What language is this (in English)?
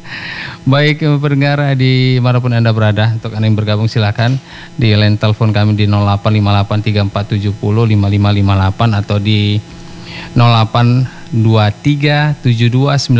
Indonesian